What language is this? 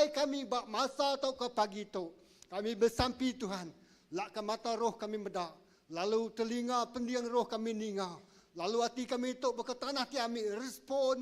Iban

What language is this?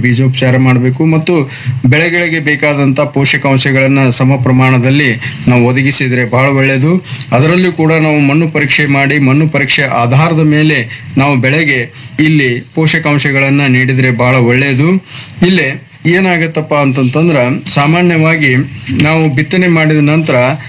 Kannada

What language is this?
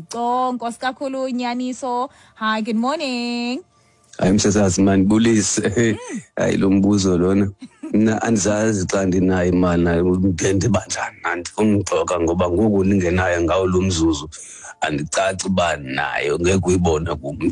Xhosa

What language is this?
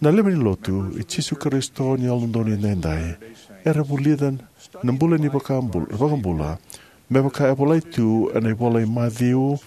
Fijian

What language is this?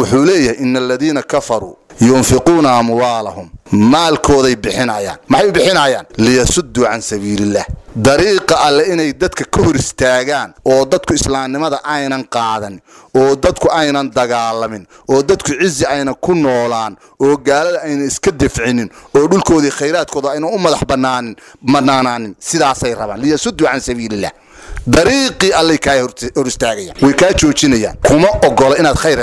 Somali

